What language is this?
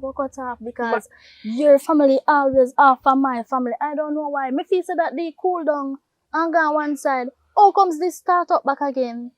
Jamaican Creole English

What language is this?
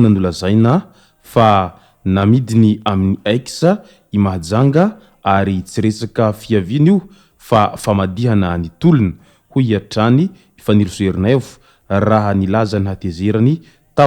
Malagasy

